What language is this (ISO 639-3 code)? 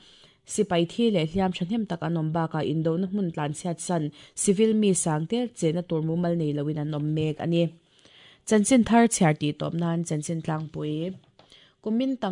lus